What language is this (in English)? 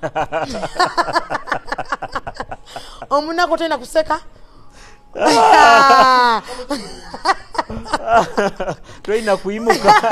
Nyoro